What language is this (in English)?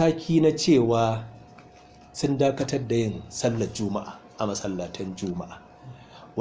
Hausa